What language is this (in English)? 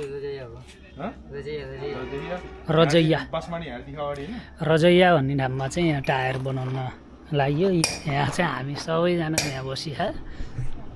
Nepali